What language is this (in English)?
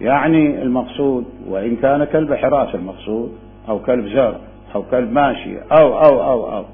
Mesopotamian Arabic